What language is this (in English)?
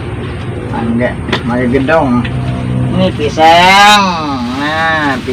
Banjar